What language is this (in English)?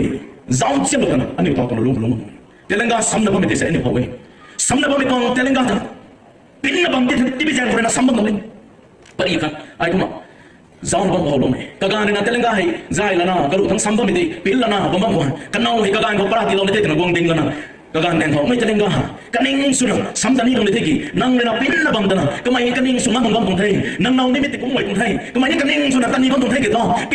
Rongmei Naga